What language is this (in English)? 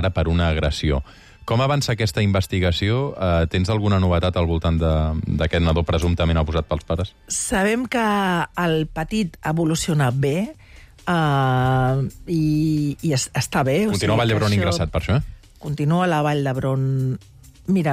Catalan